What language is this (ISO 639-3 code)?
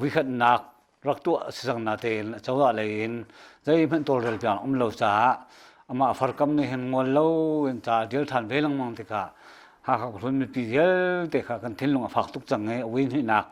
cnh